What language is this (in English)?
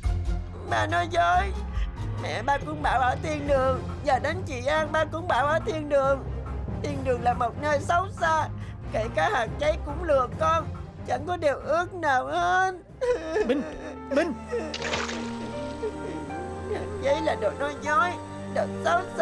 Vietnamese